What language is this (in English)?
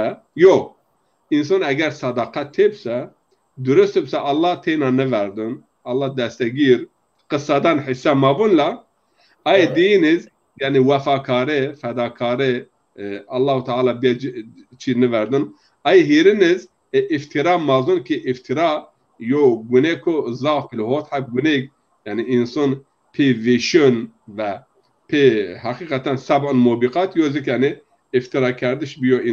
Zaza